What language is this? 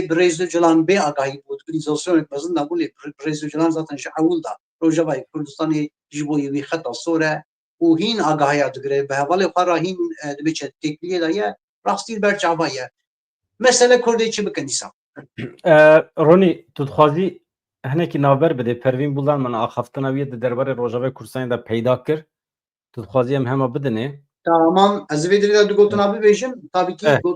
Kurdish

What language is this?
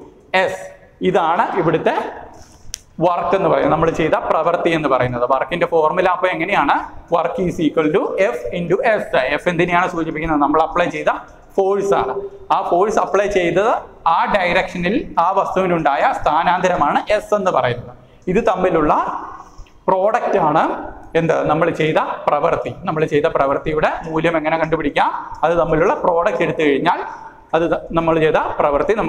Malayalam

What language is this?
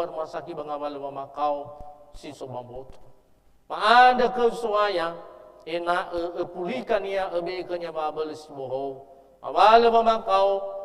Nias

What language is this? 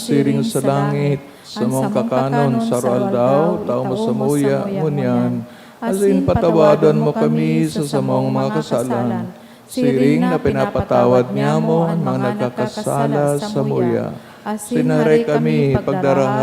Bikol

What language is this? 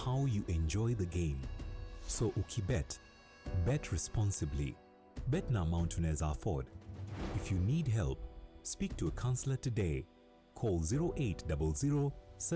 Meru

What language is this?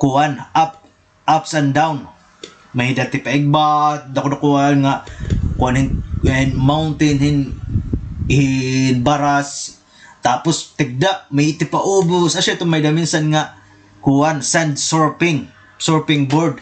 Waray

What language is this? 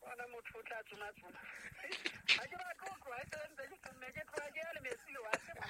Southern Sotho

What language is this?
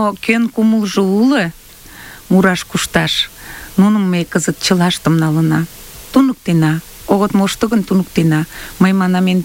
Mari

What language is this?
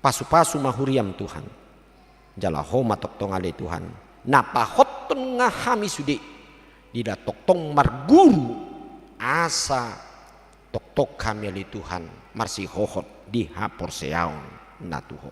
Batak Toba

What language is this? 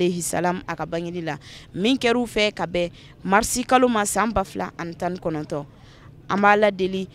Bambara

